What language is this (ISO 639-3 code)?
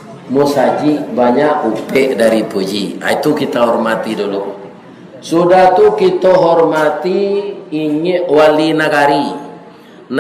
min